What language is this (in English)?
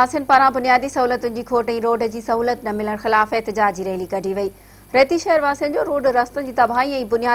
Sindhi